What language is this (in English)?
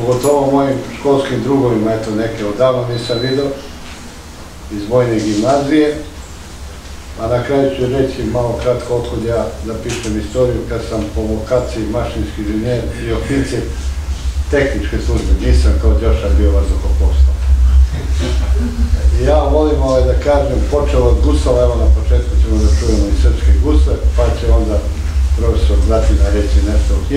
Serbian